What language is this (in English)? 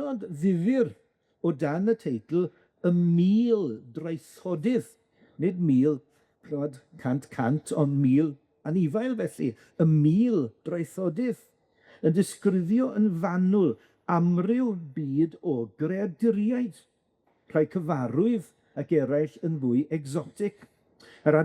Welsh